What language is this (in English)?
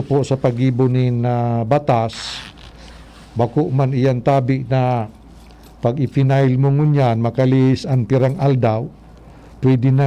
Bikol